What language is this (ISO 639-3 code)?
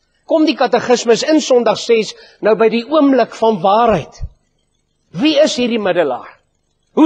afr